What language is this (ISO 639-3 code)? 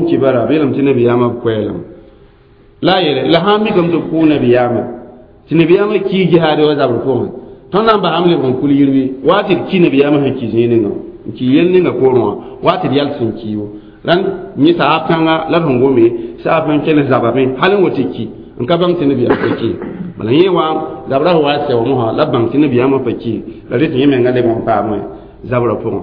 mos